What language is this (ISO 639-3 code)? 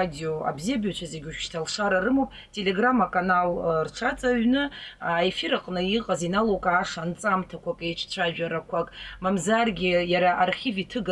abk